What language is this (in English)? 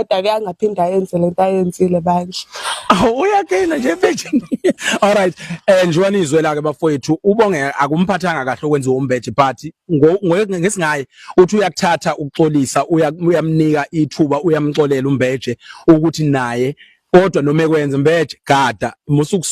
Zulu